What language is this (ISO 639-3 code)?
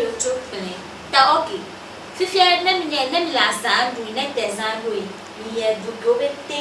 ewe